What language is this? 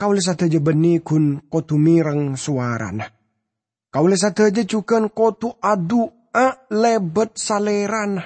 Madurese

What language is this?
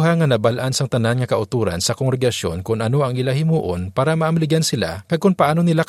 Hiligaynon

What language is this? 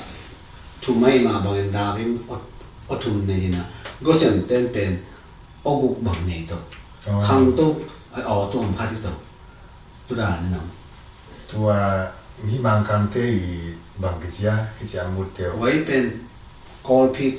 Tedim Chin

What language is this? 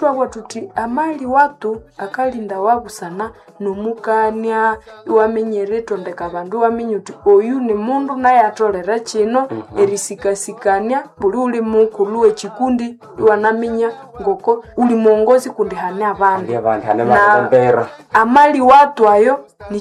Nande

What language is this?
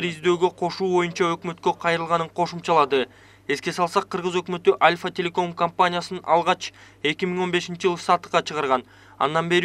Kyrgyz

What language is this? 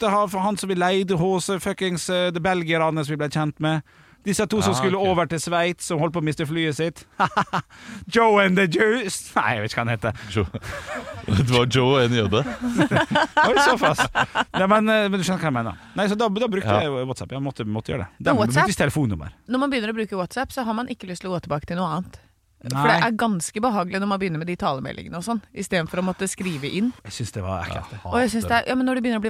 Norwegian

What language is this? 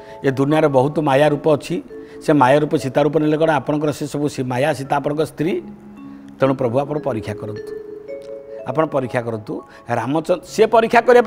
Odia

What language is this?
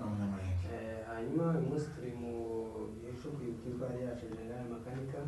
Kinyarwanda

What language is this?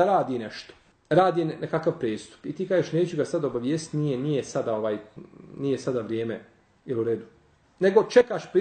Bosnian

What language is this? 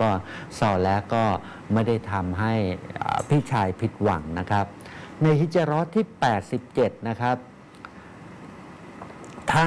Thai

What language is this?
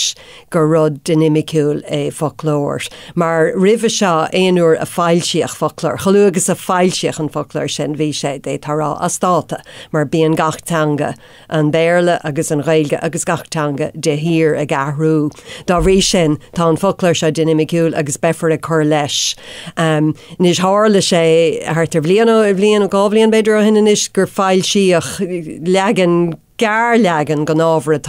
Irish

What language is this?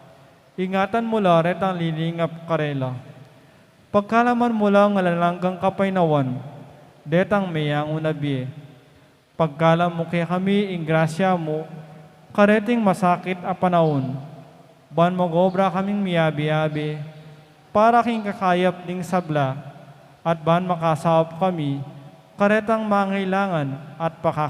Pampanga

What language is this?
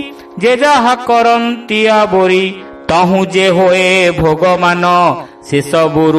Odia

